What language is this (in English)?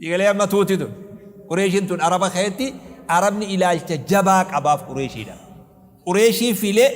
Oromo